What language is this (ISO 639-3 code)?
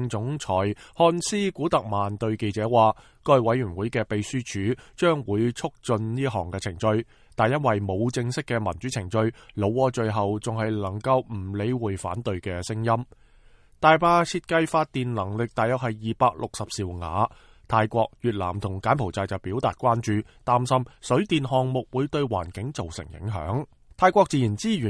yue